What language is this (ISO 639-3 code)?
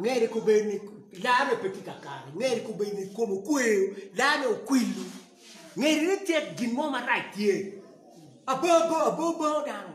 ach